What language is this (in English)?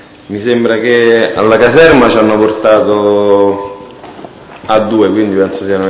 Italian